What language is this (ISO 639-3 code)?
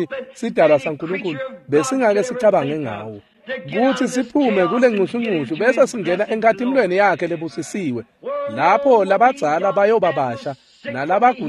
ssw